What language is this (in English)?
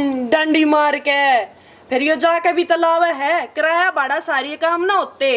Haryanvi